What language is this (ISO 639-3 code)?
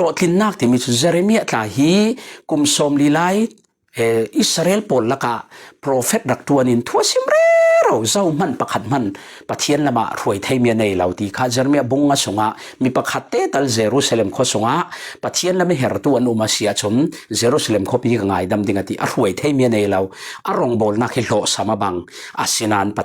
cfm